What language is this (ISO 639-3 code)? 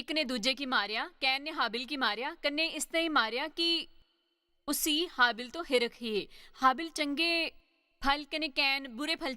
doi